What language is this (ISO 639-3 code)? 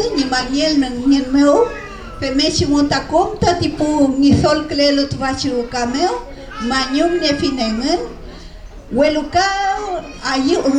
arn